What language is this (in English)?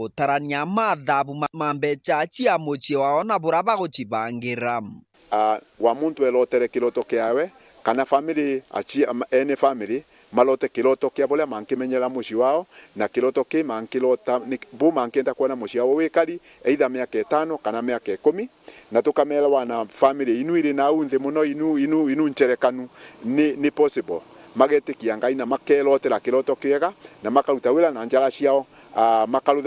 Meru